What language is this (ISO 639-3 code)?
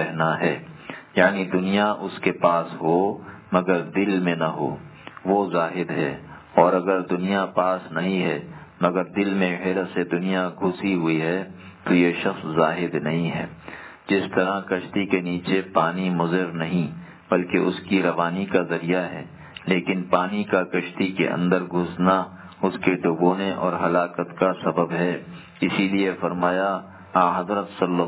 urd